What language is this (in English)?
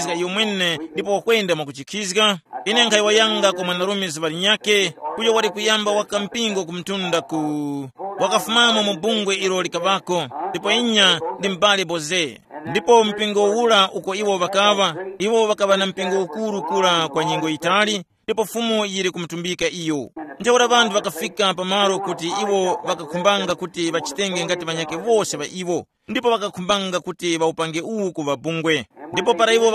Tumbuka